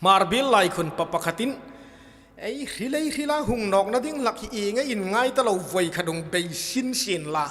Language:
Hmar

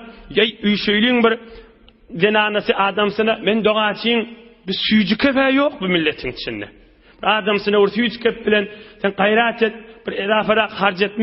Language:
Turkmen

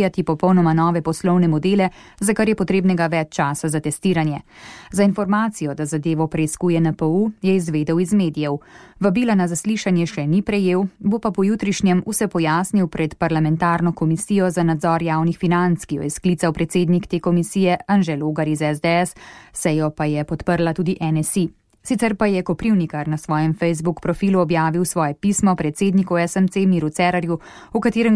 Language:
Slovenian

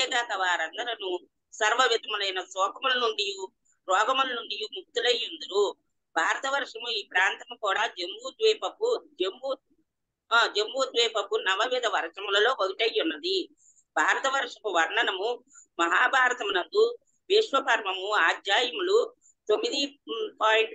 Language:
Telugu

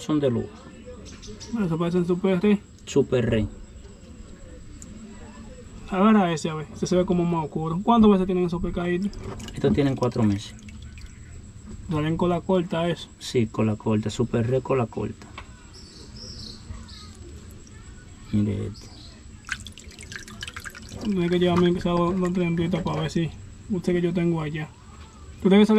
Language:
Spanish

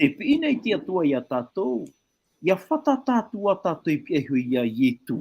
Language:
Tahitian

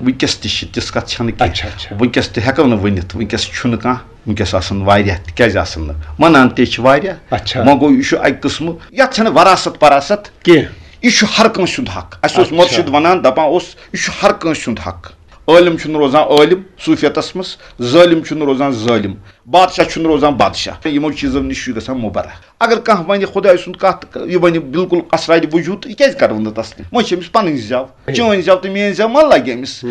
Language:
Kashmiri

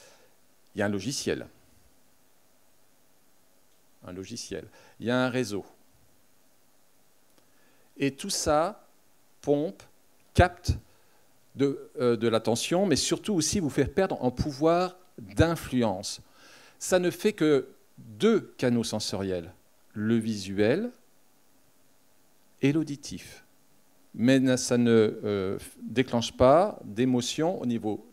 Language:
French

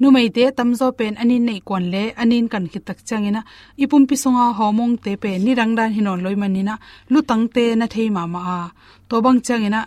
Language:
Tedim Chin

